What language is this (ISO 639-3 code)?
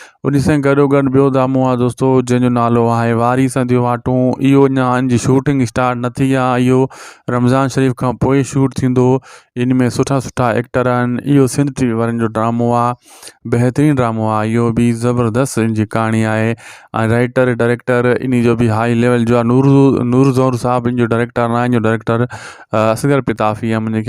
snd